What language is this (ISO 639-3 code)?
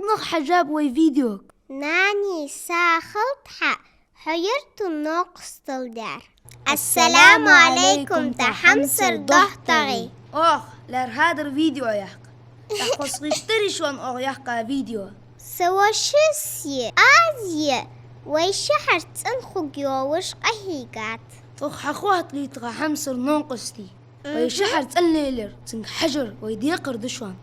inh